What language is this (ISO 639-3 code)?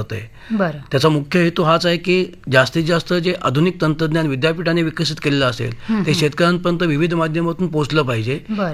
mar